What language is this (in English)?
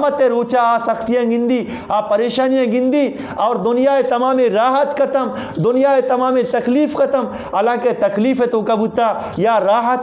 Eastern Balochi